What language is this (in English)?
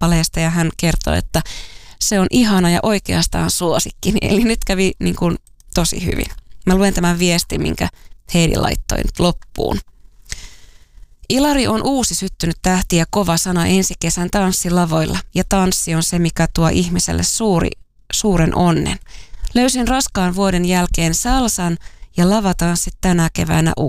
Finnish